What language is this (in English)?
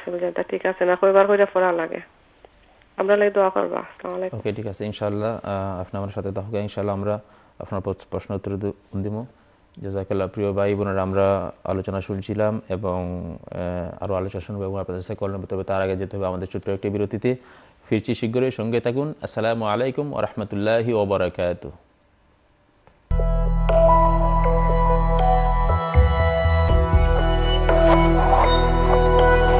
Bangla